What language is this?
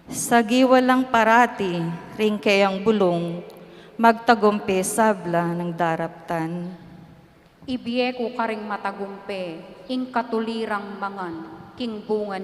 Pampanga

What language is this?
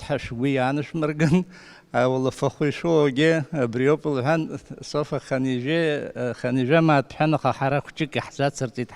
Abkhazian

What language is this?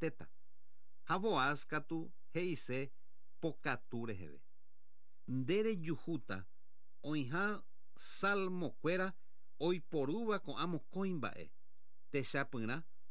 Guarani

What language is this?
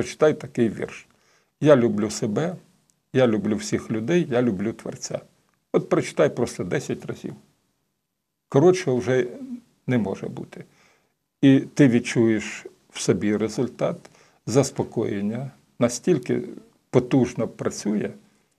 Ukrainian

